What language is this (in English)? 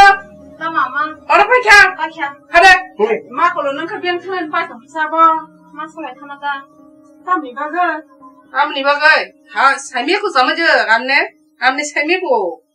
Kok Borok